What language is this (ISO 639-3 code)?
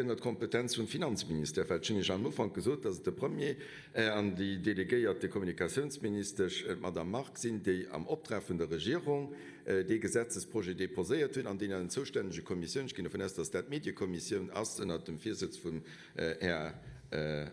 ltz